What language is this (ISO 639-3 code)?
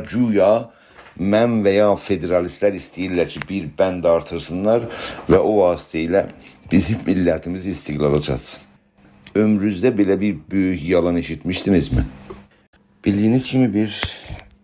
azb